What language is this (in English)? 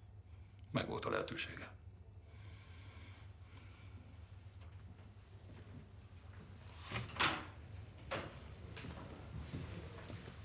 Hungarian